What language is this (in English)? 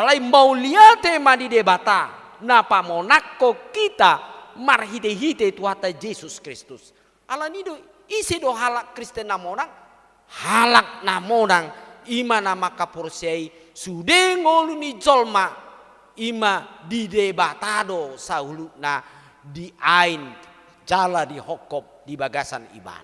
Batak Toba